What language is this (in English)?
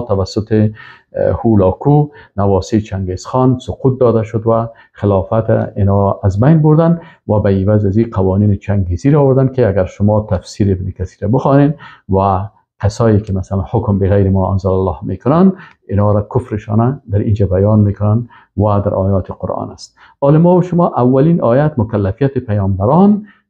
Persian